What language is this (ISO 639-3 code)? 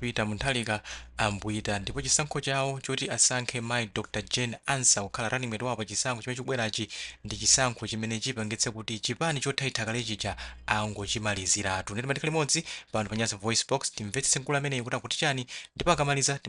nya